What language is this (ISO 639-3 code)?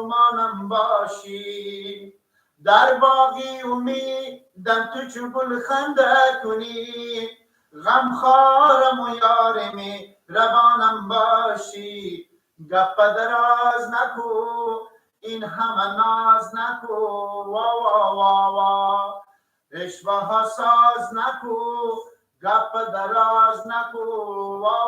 fas